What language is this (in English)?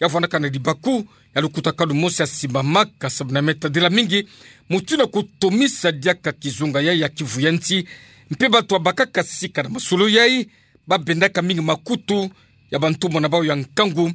Kituba (Democratic Republic of Congo)